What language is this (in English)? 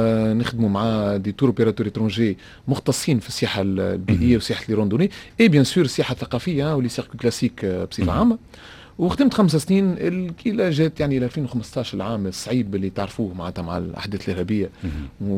Tunisian Arabic